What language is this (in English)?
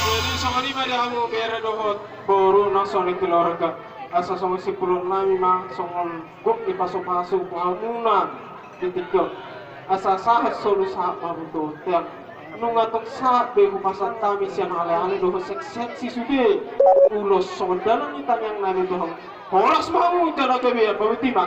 Batak Toba